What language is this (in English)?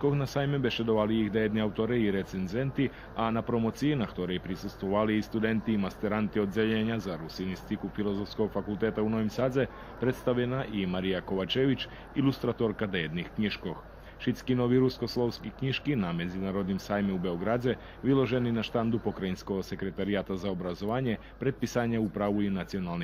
Rusyn